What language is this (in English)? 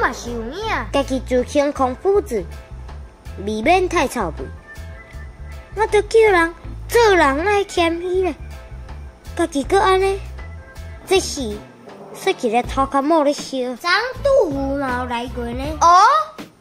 Min Nan Chinese